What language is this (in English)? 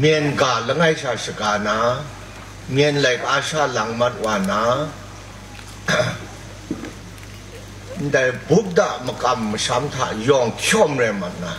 Kachin